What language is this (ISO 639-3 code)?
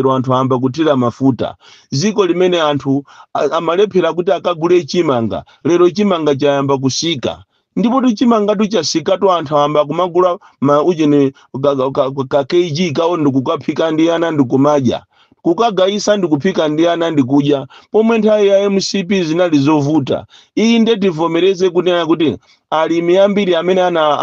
nya